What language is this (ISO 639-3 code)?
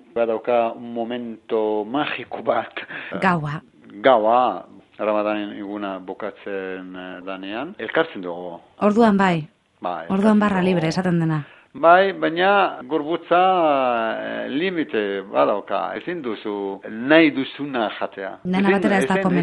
eus